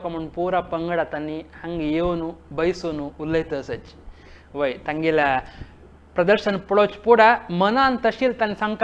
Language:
Konkani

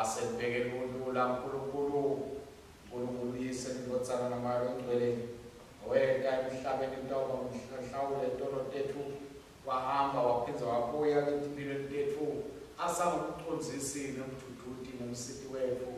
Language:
Swati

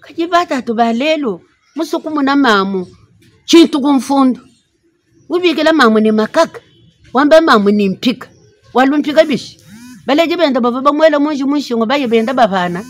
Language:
Luba-Lulua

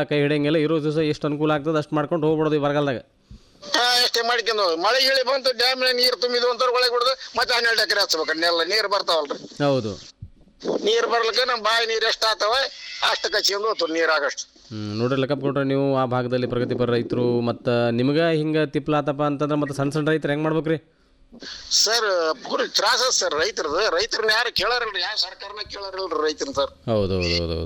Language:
Kannada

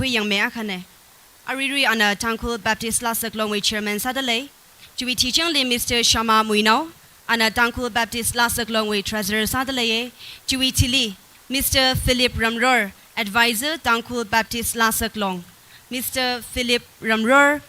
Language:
Tangkhul Naga (India)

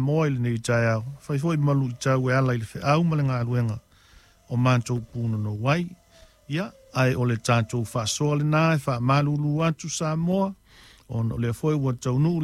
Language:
Samoan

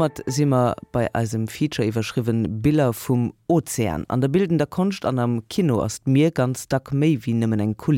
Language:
Luxembourgish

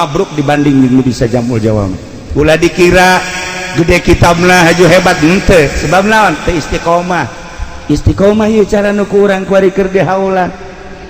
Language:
Sundanese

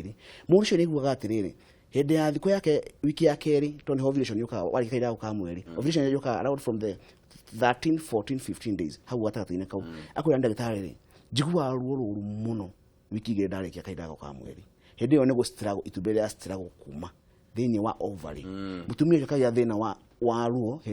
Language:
Kikuyu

